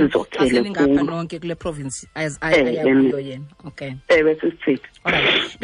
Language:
Xhosa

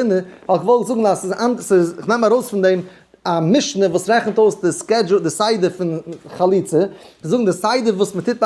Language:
Yiddish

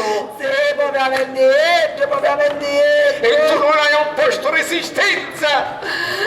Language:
Sicilian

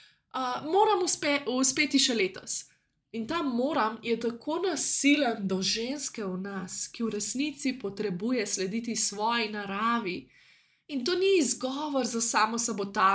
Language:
Slovenian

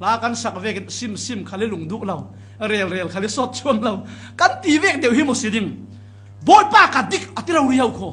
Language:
Falam Chin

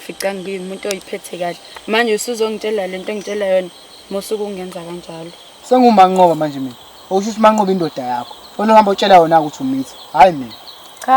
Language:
Zulu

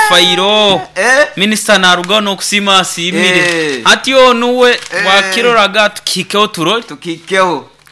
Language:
Nyoro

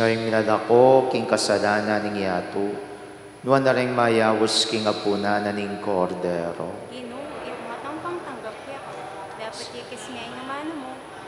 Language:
Pampanga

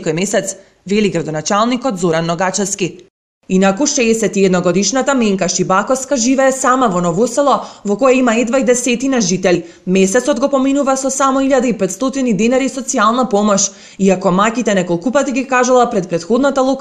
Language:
Macedonian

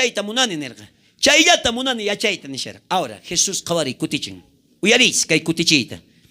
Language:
South Bolivian Quechua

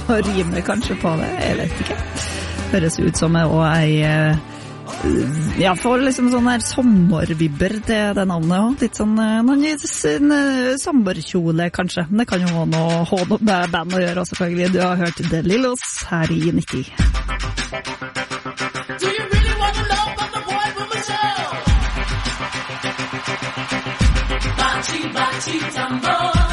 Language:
Norwegian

